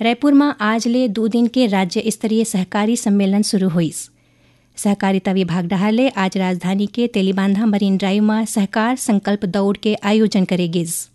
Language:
Chhattisgarhi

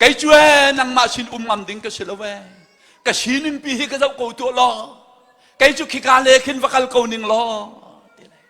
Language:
Hakha Chin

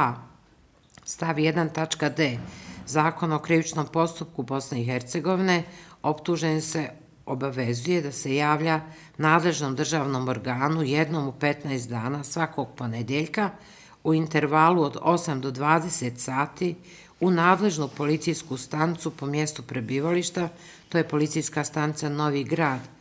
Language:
Bosnian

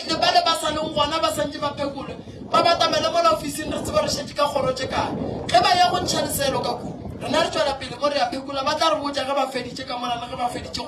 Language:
Northern Sotho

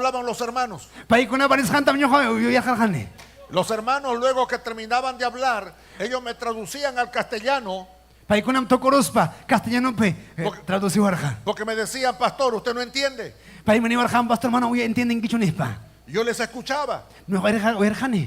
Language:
Ayacucho Quechua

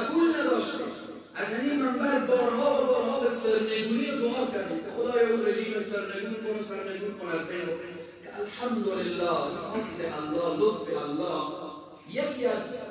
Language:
Persian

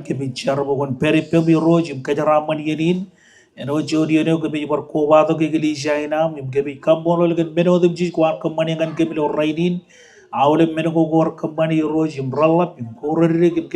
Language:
Marshallese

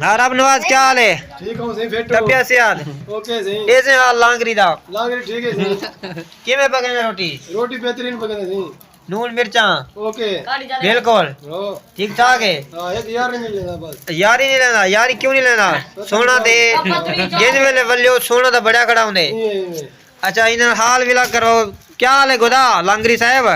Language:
Saraiki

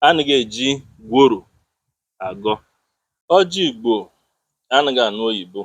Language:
Igbo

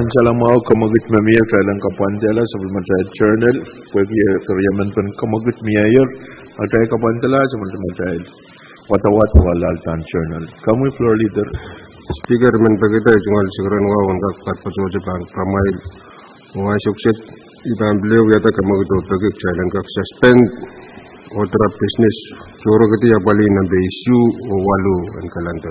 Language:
Pohnpeian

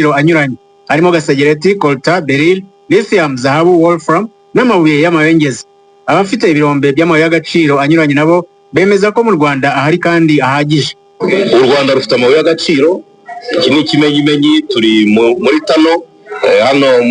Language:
Kinyarwanda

